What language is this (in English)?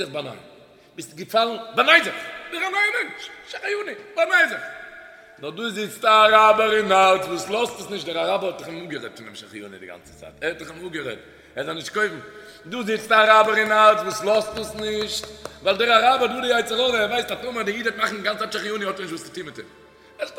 Yiddish